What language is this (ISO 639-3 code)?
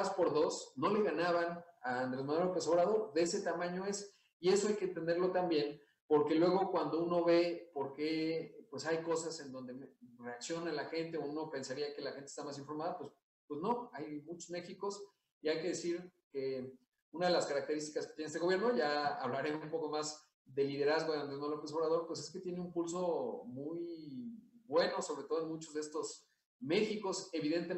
spa